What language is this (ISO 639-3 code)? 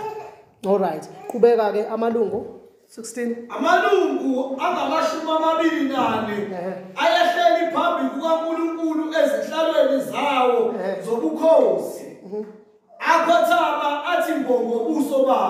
zul